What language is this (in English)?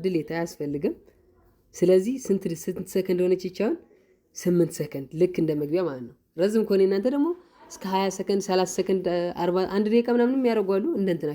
Amharic